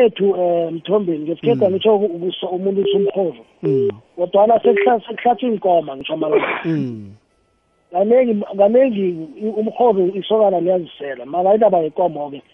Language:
South Ndebele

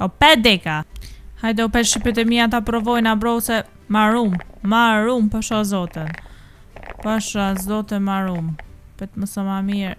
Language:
Albanian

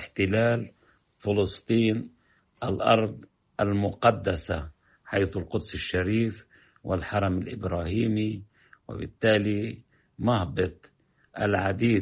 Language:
Arabic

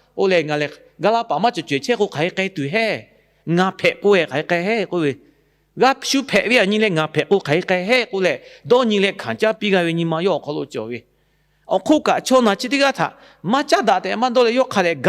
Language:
Lahu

